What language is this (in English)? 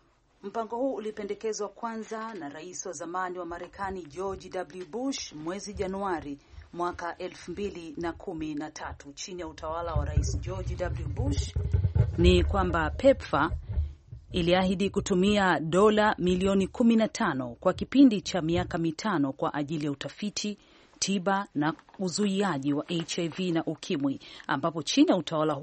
Swahili